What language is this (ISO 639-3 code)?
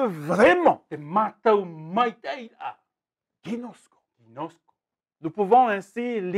tah